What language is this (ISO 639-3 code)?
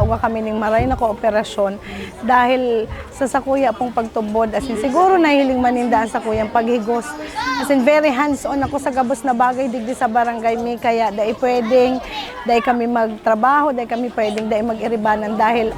bik